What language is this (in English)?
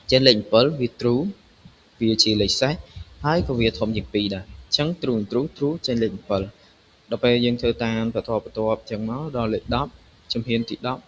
Khmer